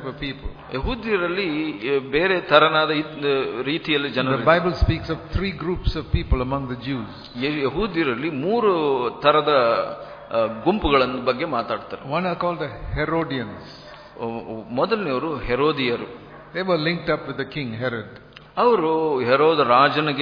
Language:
Kannada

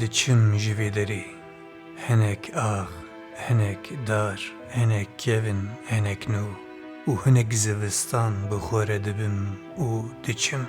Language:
Kurdish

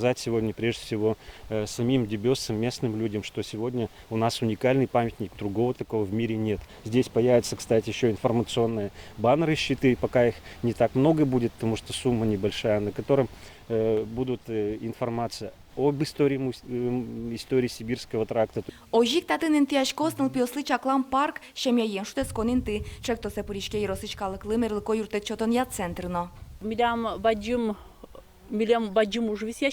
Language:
Udmurt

